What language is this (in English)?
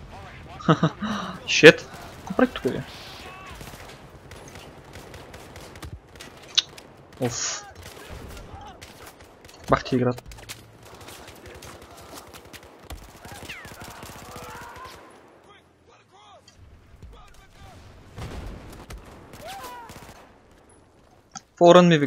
Bulgarian